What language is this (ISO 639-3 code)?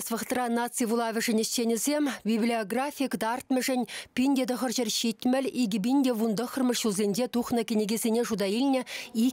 chv